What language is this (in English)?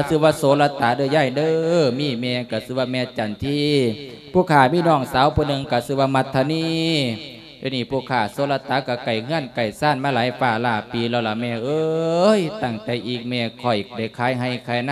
Lao